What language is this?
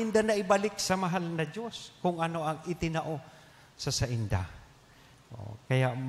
Bikol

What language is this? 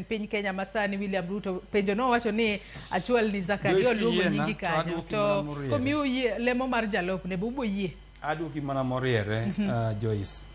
Luo (Kenya and Tanzania)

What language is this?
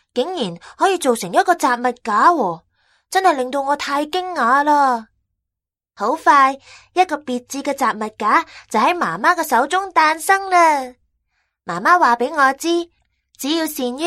Cantonese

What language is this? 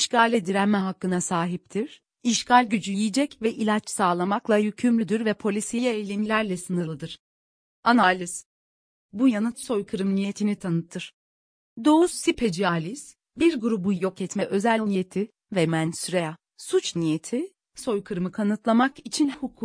Turkish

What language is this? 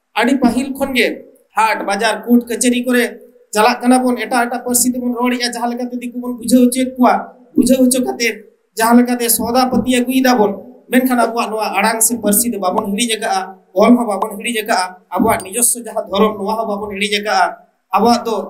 Santali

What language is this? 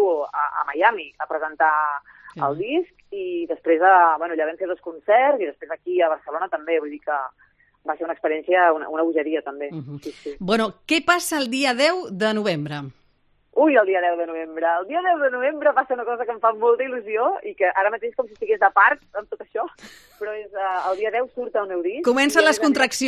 Catalan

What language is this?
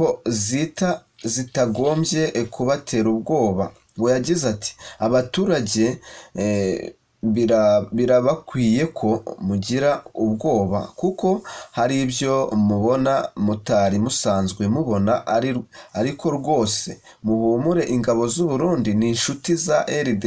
Kinyarwanda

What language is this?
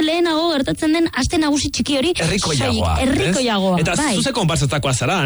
Basque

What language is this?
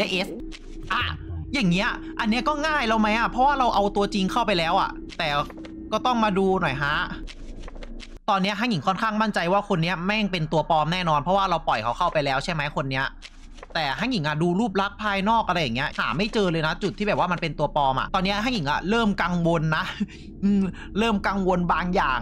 Thai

